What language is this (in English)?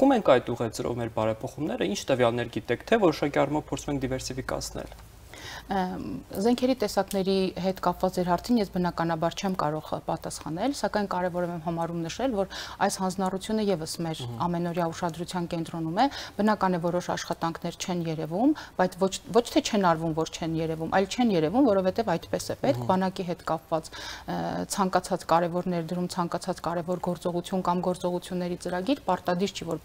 Armenian